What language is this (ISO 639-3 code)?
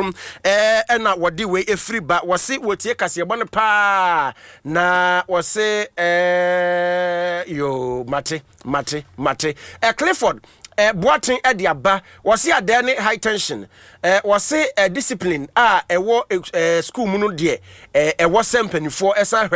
aka